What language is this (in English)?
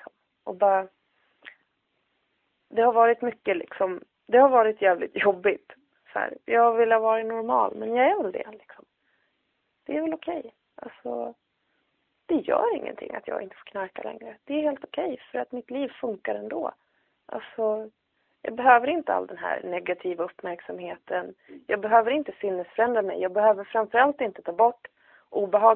Swedish